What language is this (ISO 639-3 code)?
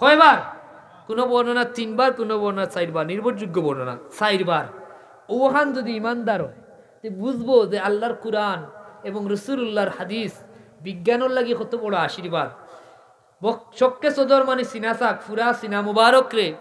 syl